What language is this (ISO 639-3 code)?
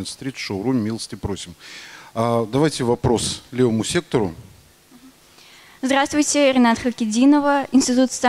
rus